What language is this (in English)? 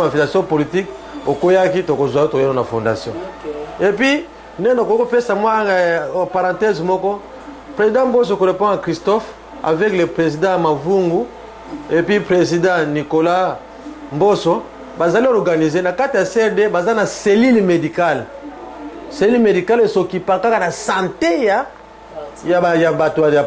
Lingala